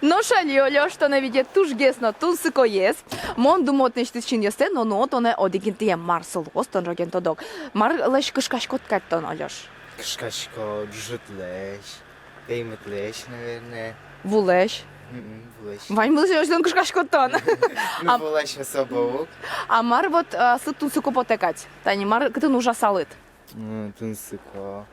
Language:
Udmurt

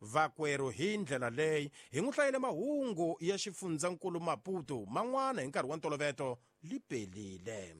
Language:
Tsonga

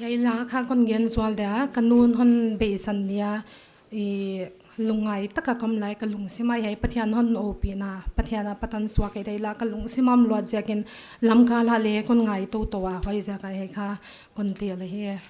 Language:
Paite Chin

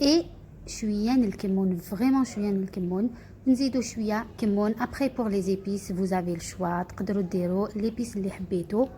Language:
Algerian Arabic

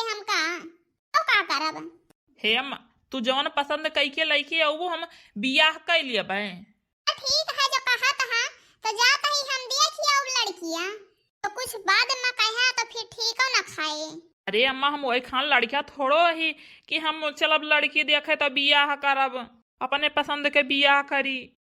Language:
Awadhi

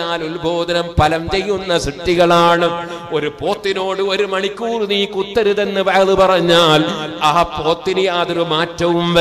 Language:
Malayalam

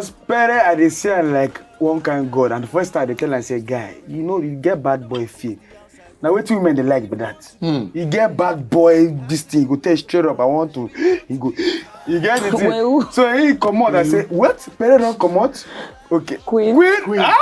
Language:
Nigerian Pidgin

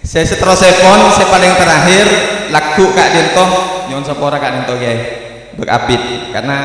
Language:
Madurese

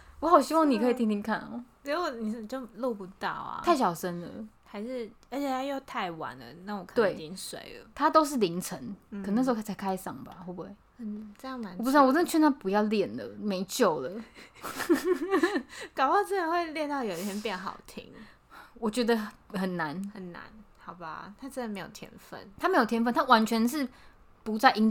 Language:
Chinese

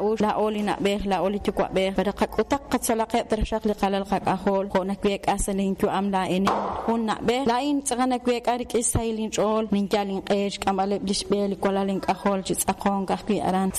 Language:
Kekchí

